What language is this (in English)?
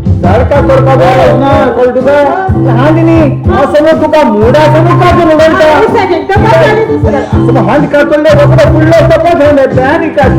Konkani